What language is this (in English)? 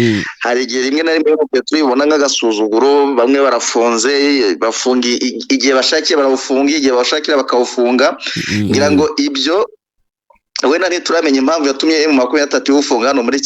Kinyarwanda